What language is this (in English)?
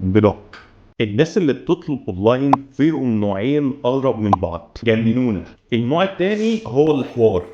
Egyptian Arabic